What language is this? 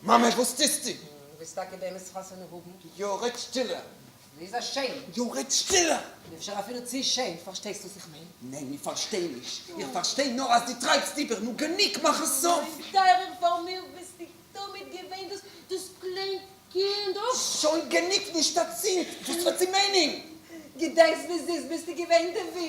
Yiddish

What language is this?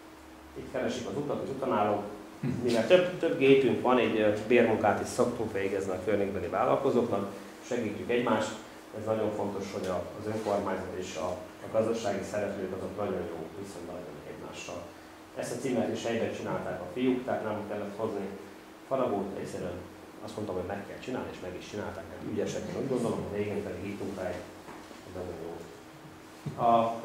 Hungarian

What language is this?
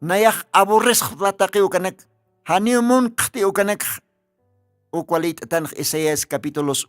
Aymara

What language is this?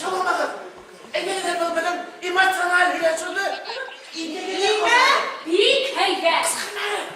Bashkir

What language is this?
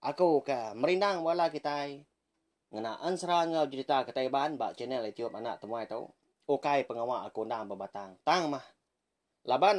Iban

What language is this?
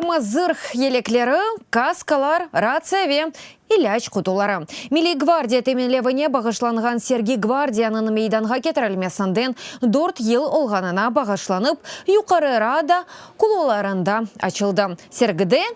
Crimean Tatar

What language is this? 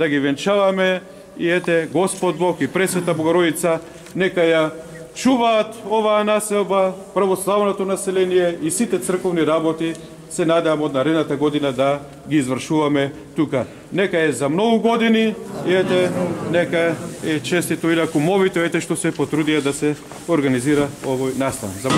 Macedonian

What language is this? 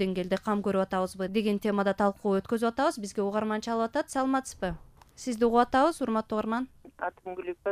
Kyrgyz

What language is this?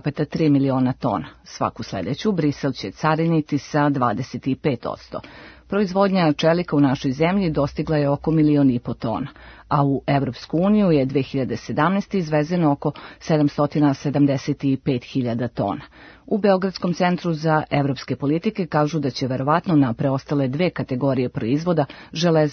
Serbian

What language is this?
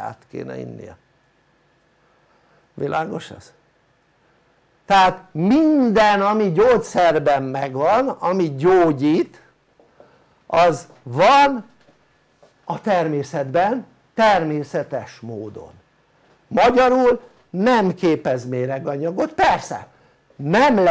Hungarian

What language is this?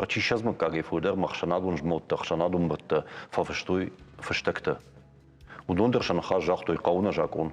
Ossetic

